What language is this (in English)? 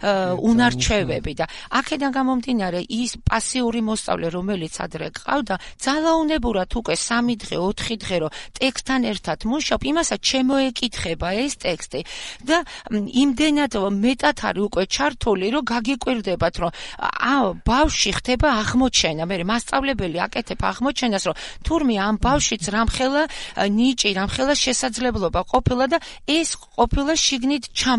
Georgian